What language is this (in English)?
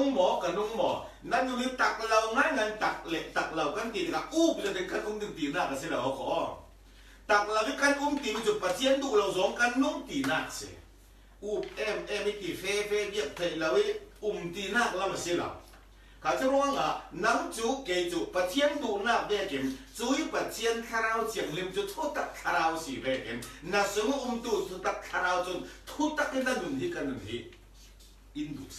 Falam Chin